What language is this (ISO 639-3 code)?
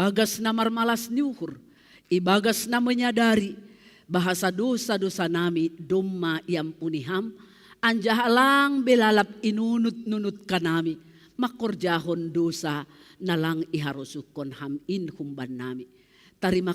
bts